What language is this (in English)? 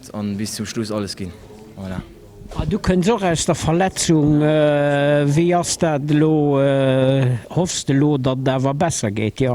Luxembourgish